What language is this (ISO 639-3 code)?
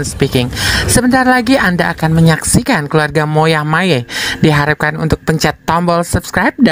bew